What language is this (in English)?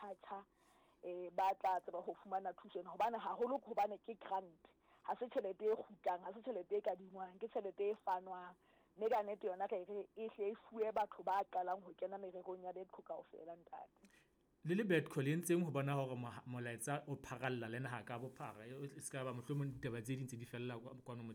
Southern Sotho